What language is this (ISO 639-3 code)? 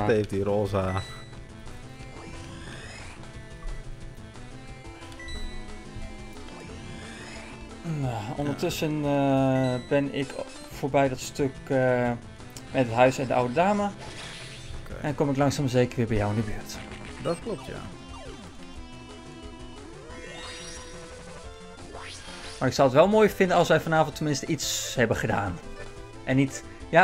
nld